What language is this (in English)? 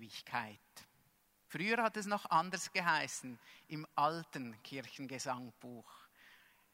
German